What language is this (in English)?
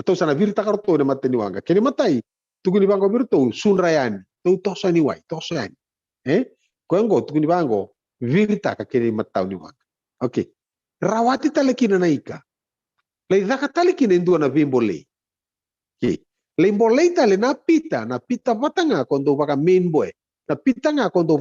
Fijian